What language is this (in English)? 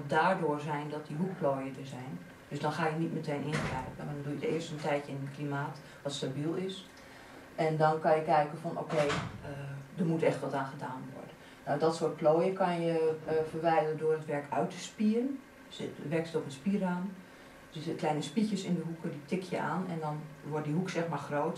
Dutch